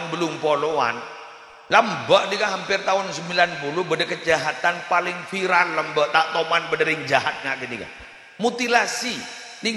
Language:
Madurese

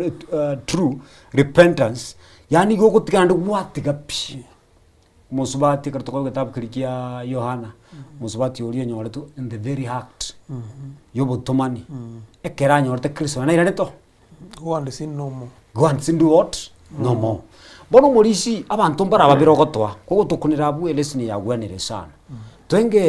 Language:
Gusii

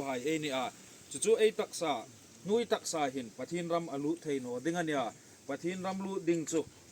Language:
Hmar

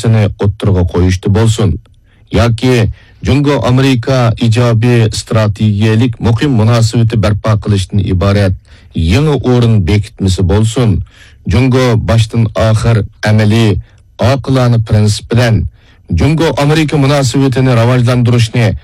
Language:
Uyghur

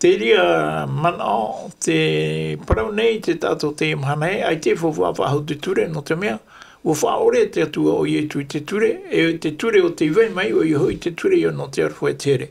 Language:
Tahitian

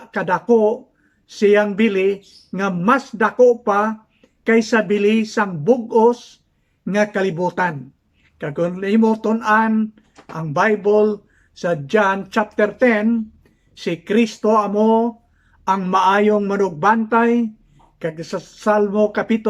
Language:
Hiligaynon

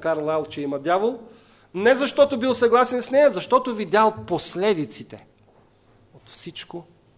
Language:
Bulgarian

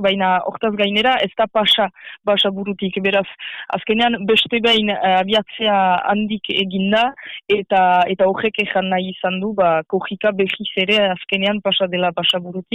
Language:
Basque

